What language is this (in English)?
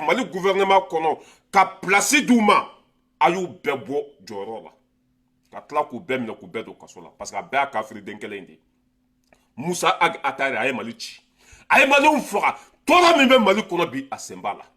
Bambara